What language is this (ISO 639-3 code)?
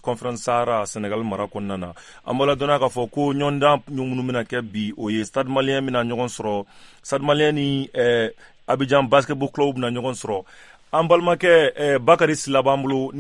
bam